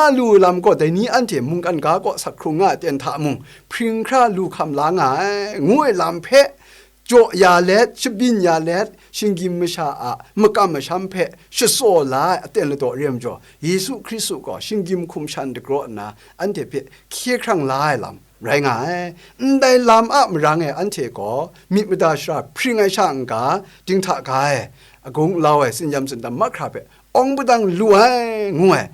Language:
Kachin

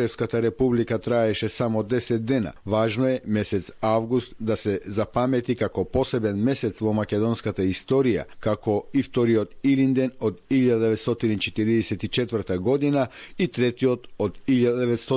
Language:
Macedonian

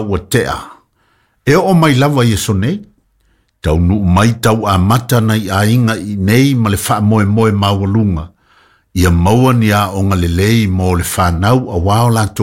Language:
Samoan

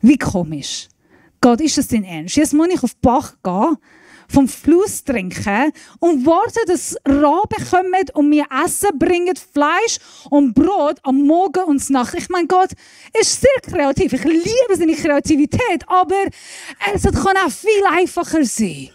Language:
Swiss German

